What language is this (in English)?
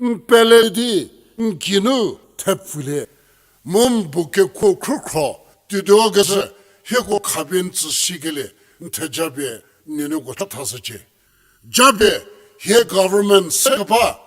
Angami Naga